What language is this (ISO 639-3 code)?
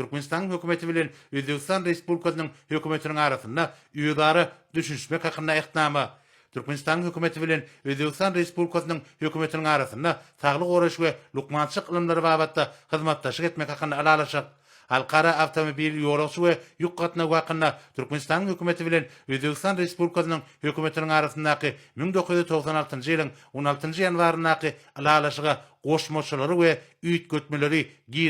tuk